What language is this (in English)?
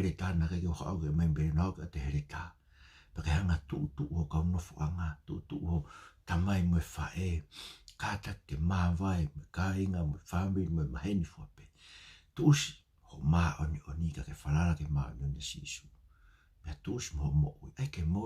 Tongan